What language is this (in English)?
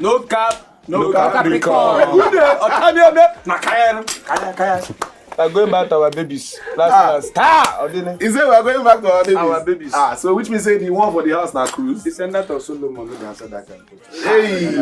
Nigerian Pidgin